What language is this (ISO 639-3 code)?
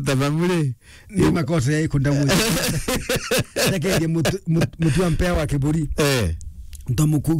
mer